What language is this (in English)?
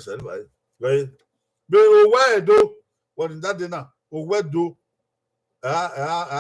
Bini